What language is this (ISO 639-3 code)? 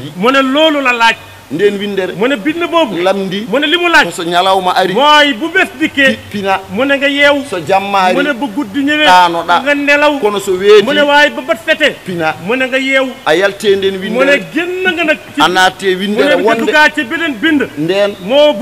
wol